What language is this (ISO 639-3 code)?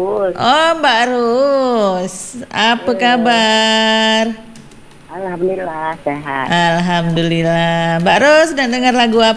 ind